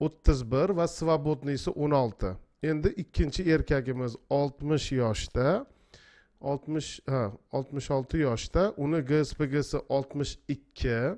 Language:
Uzbek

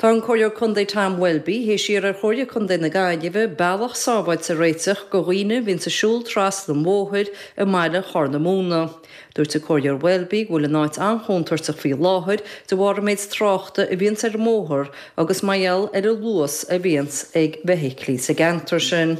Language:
Irish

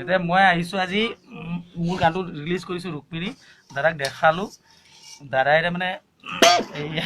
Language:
Assamese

